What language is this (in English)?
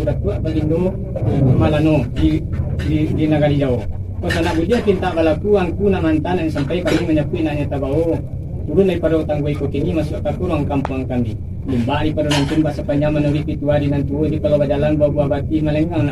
Minangkabau